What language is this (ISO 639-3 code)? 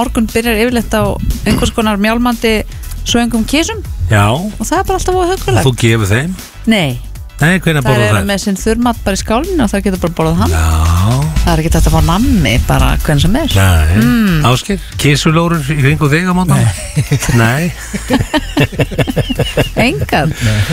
isl